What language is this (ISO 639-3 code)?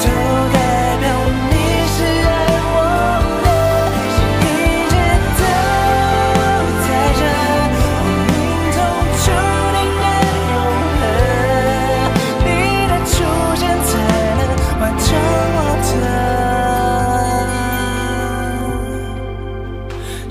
zho